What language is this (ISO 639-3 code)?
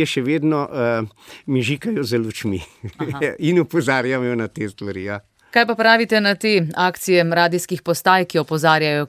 slv